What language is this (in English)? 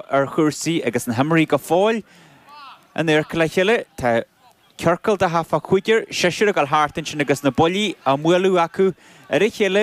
Irish